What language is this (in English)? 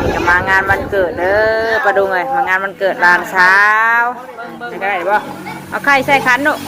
Northeastern Thai